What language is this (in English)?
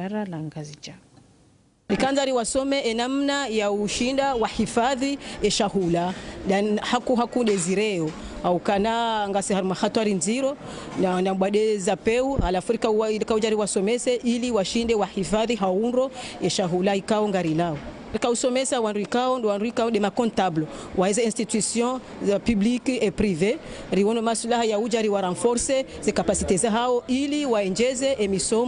Ngazidja Comorian